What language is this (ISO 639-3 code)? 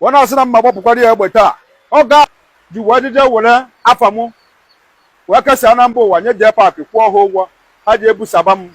ibo